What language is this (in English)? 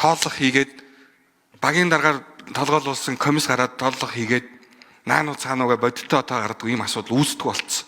Mongolian